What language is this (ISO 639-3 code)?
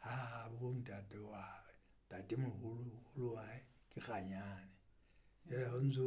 sot